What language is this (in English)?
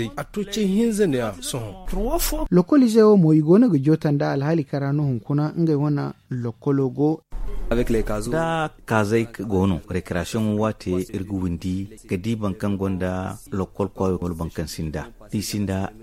Zarma